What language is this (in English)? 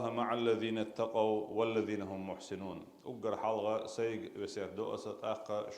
Chechen